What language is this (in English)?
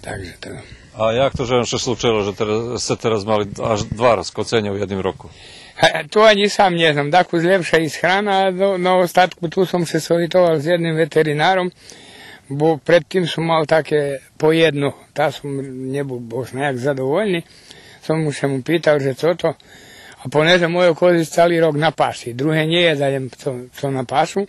Rusyn